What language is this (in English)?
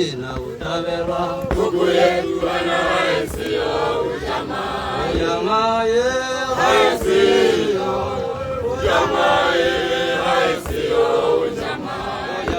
Tswana